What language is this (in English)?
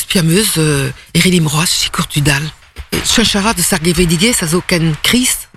Breton